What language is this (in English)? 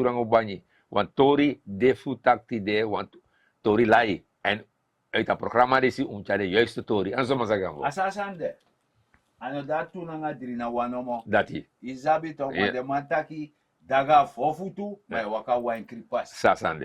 Sranan Tongo